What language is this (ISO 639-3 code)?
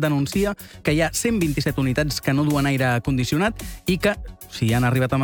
cat